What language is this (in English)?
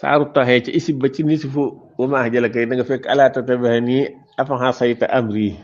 Wolof